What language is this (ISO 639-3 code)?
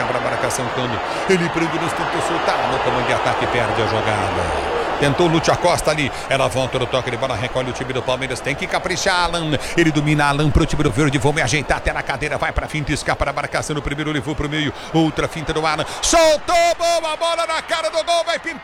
por